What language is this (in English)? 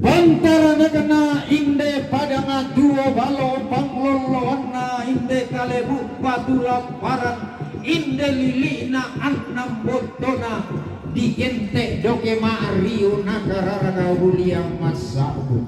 Toraja-Sa'dan